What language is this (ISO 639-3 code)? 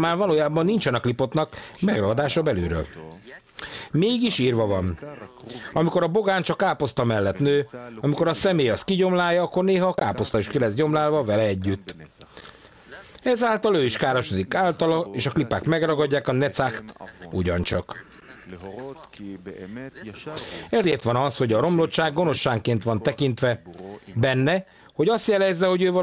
hun